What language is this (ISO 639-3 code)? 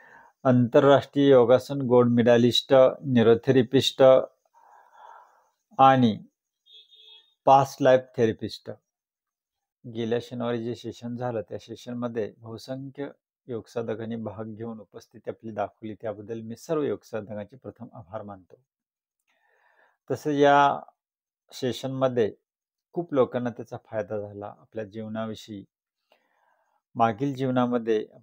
mar